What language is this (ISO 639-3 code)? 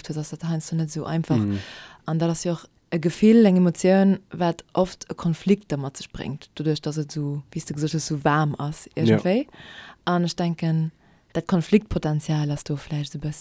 ltz